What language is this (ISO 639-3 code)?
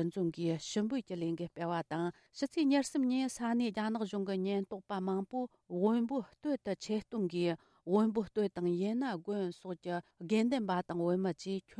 bod